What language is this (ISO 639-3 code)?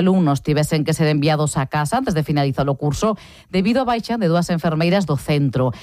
glg